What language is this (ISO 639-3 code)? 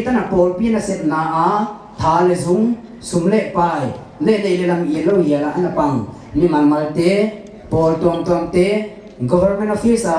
pck